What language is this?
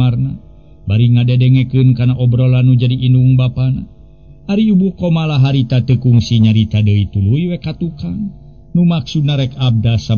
Sundanese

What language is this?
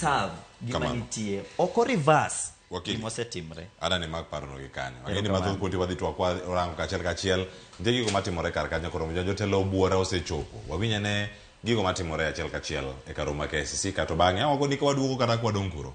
Luo (Kenya and Tanzania)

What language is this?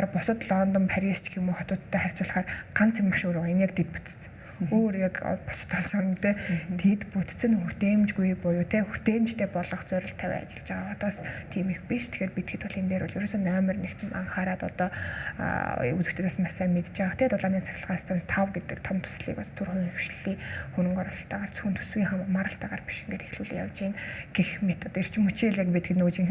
Mongolian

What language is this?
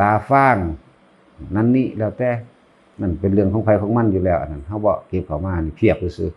Northeastern Thai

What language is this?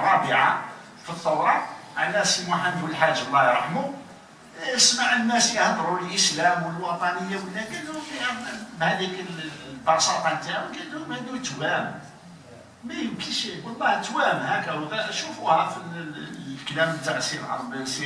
Algerian Arabic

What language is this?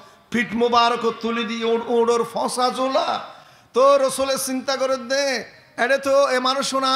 Rohingya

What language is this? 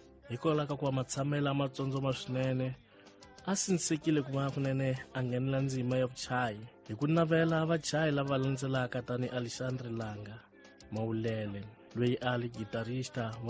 Tsonga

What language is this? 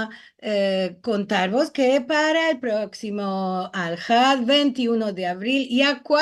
Ladino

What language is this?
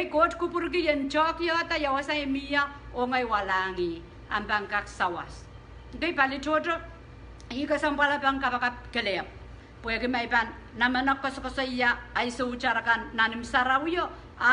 Pohnpeian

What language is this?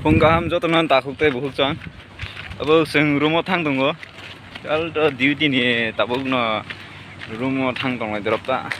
Kok Borok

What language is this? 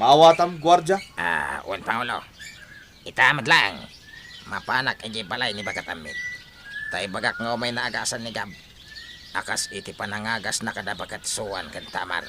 Iloko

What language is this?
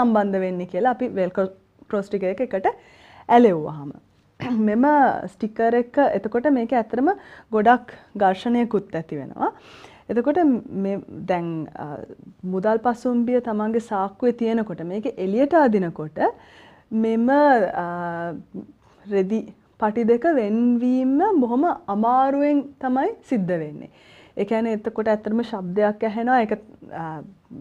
Sinhala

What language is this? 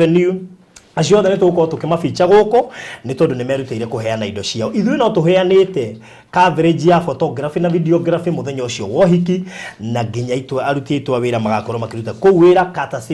Kikuyu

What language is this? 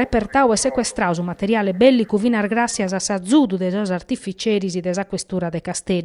Sardinian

